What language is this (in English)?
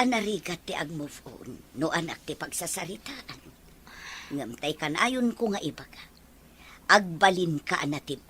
Iloko